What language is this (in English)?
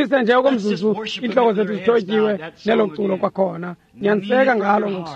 Xhosa